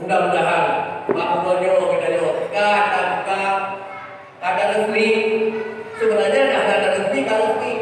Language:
Achinese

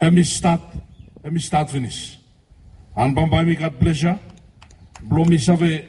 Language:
Bislama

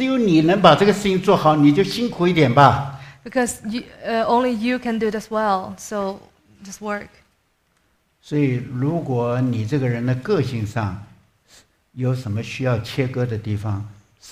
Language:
Chinese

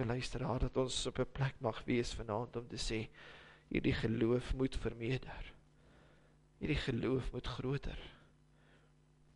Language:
Afrikaans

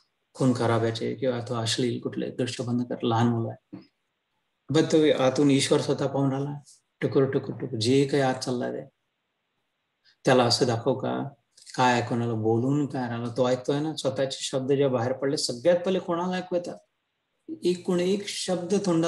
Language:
Marathi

